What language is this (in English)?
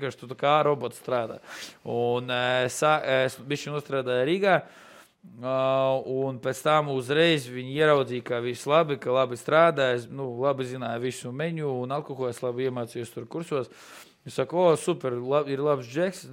Latvian